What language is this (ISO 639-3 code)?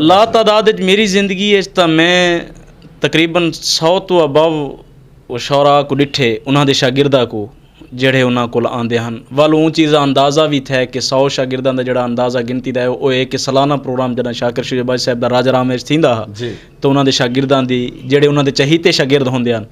skr